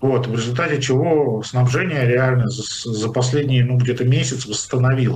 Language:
Russian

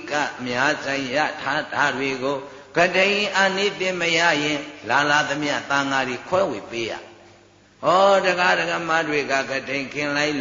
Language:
Burmese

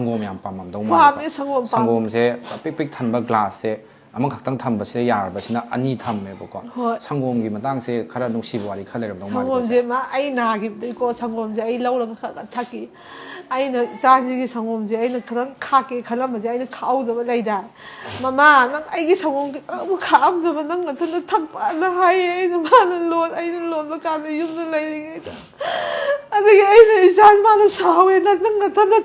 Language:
Manipuri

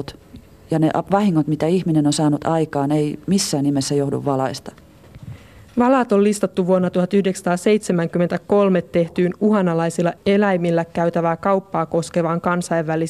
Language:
Finnish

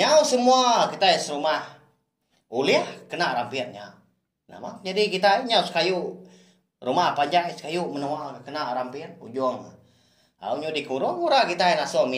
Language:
Iban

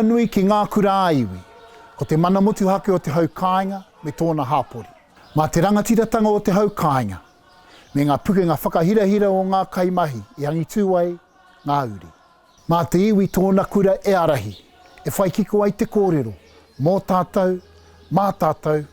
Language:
Māori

